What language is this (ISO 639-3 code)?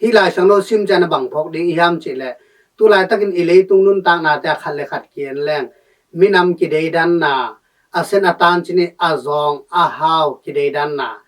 ctd